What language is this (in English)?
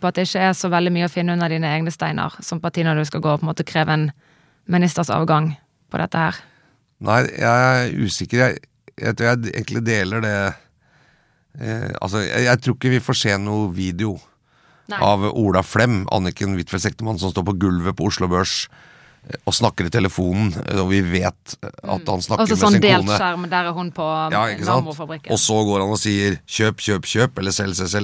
Norwegian